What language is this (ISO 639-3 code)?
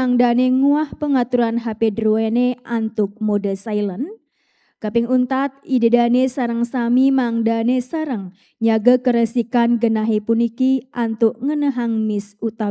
ban